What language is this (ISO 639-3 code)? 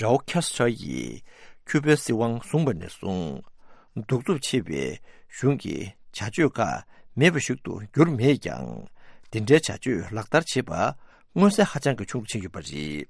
bod